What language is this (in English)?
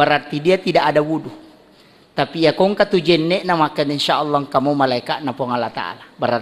Buginese